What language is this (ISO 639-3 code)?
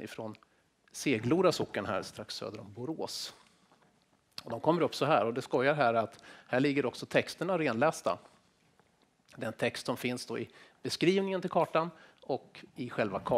swe